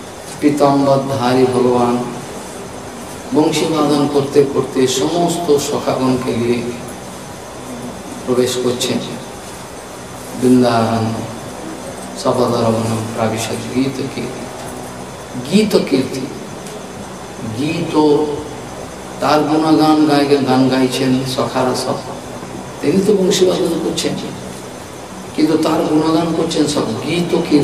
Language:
Bangla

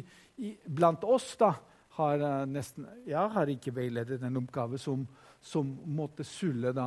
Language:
Norwegian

